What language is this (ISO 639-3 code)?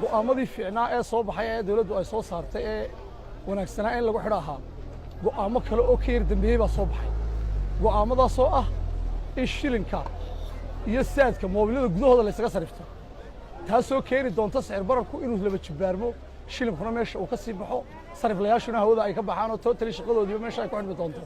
som